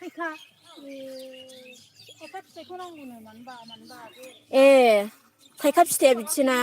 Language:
Bodo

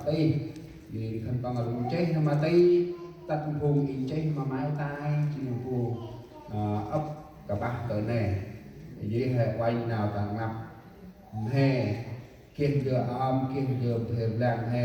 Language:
Central Mnong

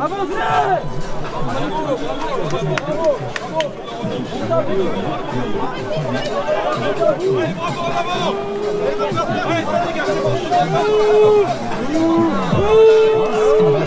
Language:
French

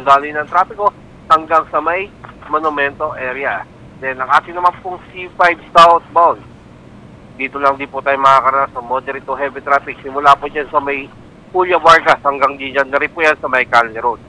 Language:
Filipino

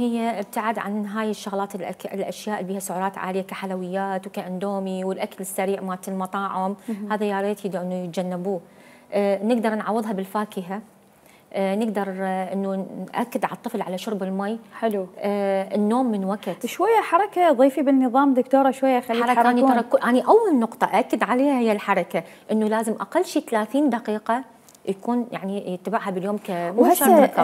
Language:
Mesopotamian Arabic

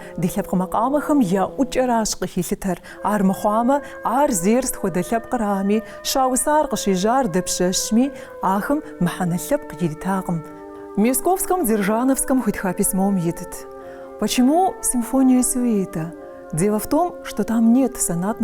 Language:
Kabardian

